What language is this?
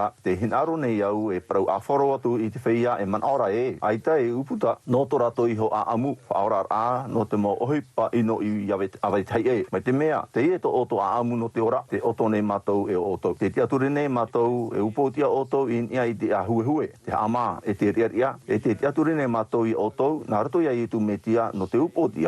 Tahitian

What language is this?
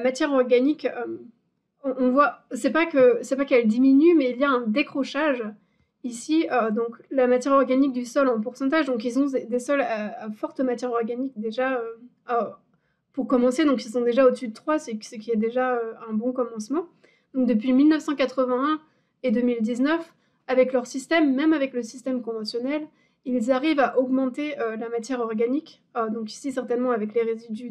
French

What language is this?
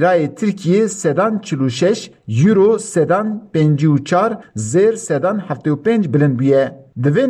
Kurdish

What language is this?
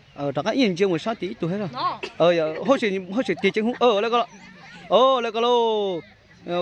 Hmong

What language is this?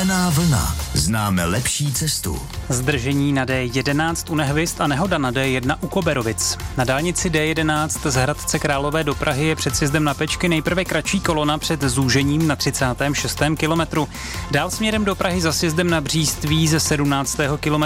Czech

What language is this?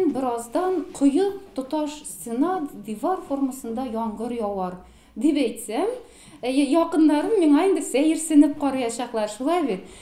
Tatar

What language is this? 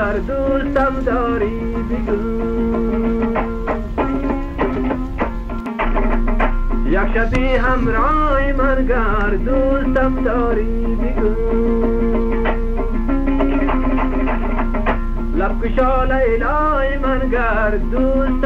Persian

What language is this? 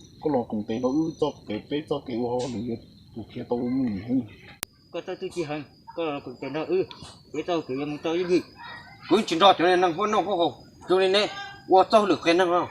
Hmong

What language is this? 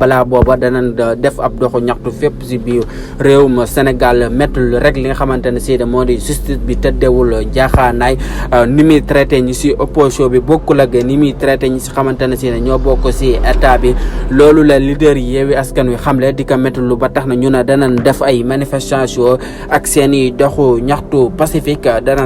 Wolof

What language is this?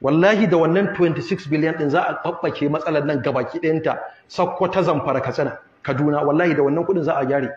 Hausa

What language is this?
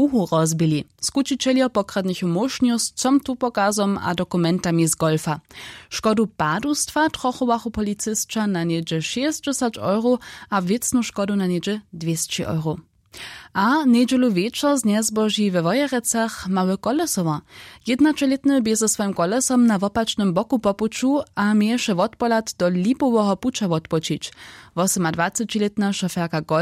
Upper Sorbian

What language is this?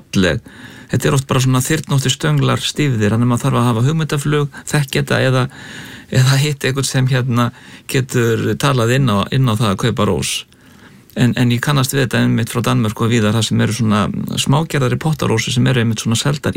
Icelandic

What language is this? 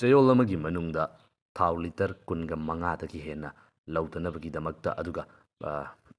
Manipuri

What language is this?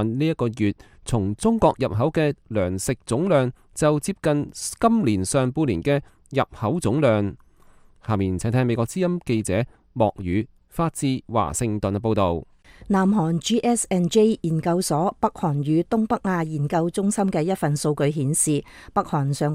Cantonese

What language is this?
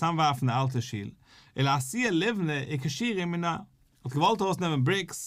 Yiddish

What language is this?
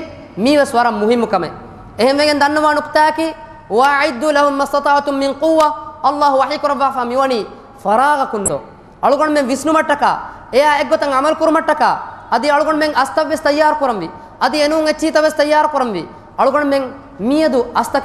Divehi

